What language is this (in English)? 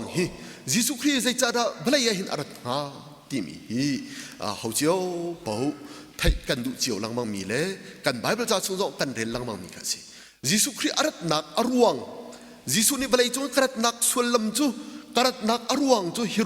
Hakha Chin